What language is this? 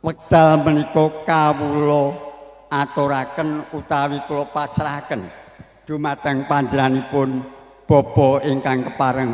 Javanese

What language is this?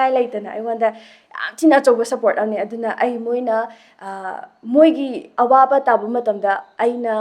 Manipuri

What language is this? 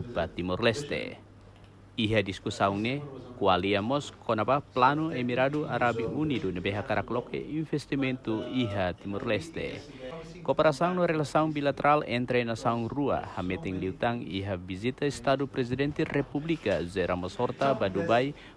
Tetum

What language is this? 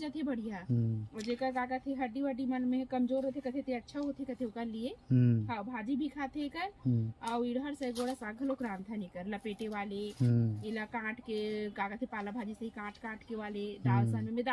Chhattisgarhi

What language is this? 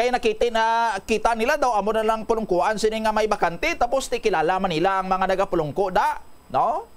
Hiligaynon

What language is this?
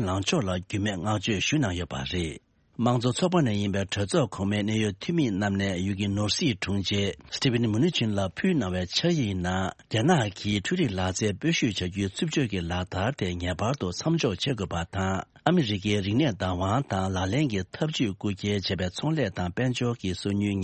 Tibetan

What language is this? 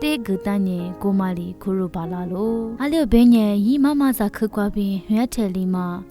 Lisu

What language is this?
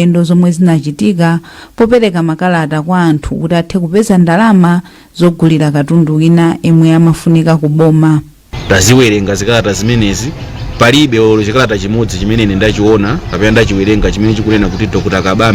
Nyanja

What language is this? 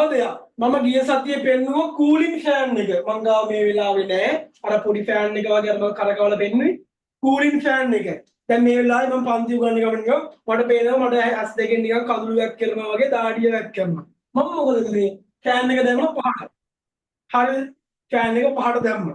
Sinhala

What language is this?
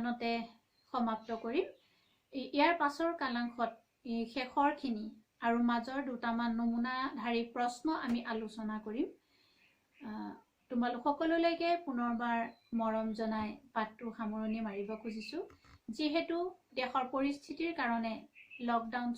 Assamese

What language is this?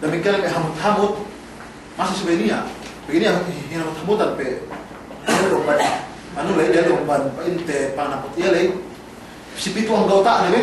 Yakan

